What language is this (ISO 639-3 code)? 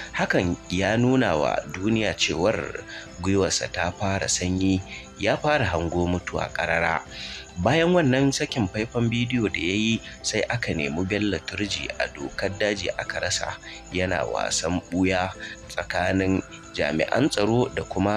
hau